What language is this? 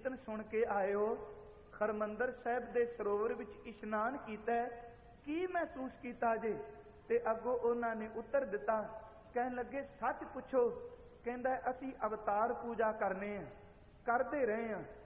Punjabi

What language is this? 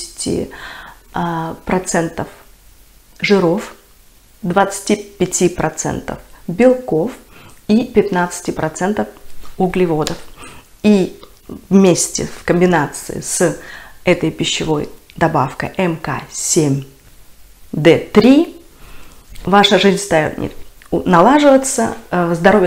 Russian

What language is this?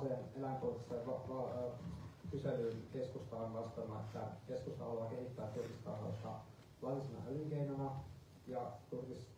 Finnish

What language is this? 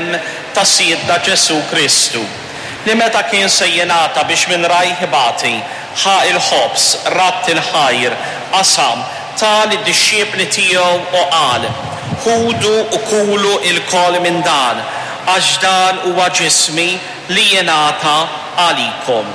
Maltese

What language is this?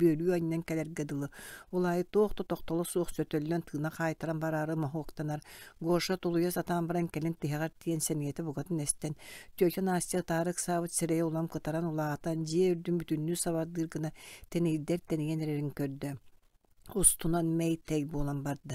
Yakut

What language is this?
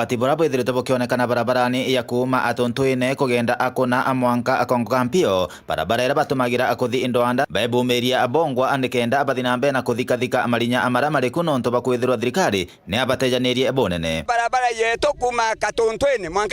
Meru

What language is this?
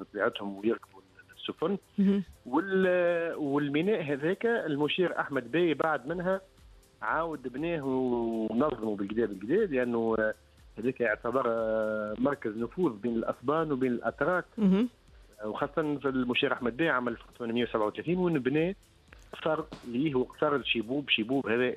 Tunisian Arabic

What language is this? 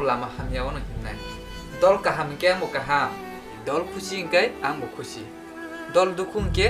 Kok Borok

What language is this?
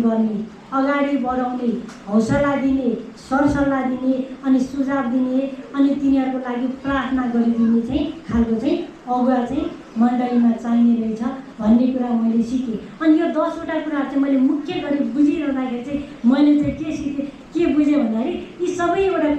Nepali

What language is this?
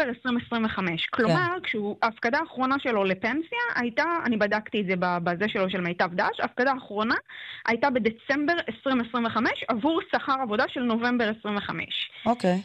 Hebrew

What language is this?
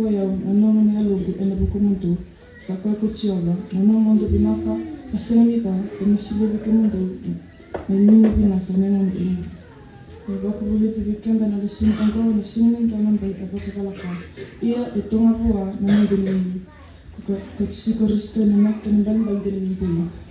Fijian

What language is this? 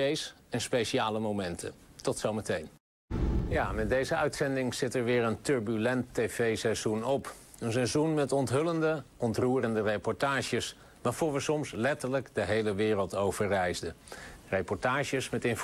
Dutch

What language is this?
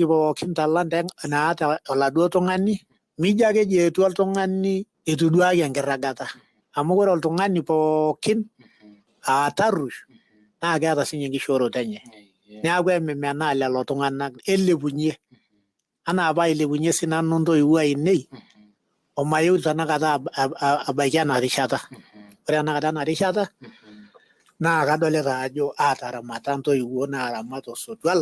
Masai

